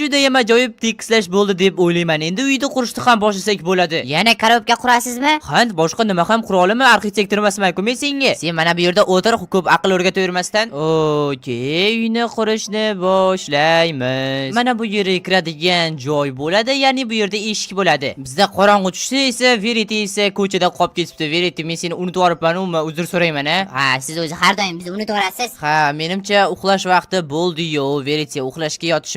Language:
Uzbek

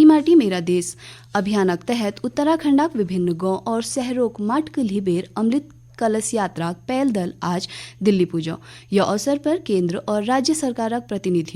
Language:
Garhwali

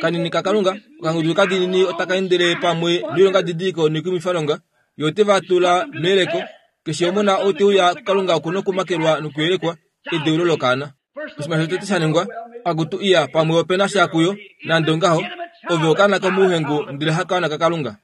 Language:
Kuanyama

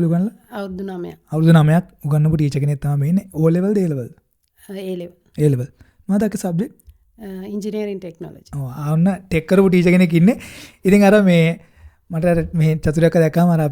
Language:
Sinhala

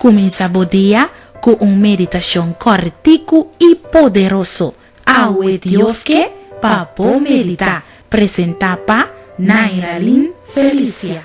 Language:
Papiamento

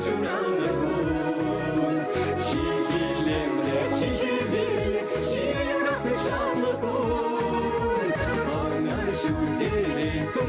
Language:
Chuvash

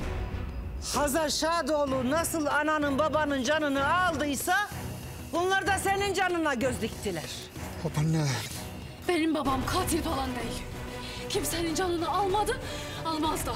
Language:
Turkish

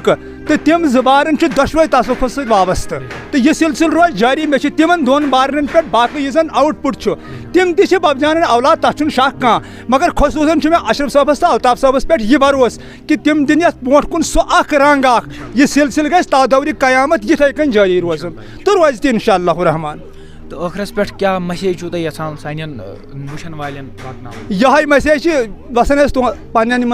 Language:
Kashmiri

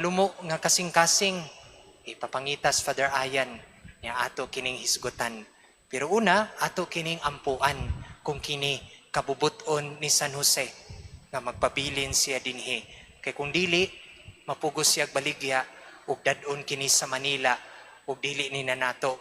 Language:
Cebuano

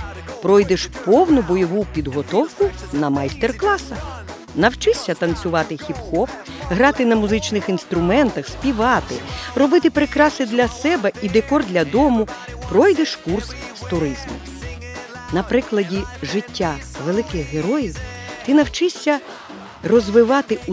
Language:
Ukrainian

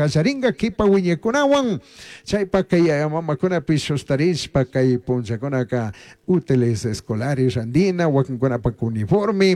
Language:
Chimborazo Highland Quichua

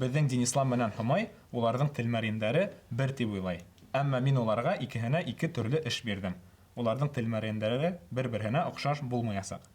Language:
Bashkir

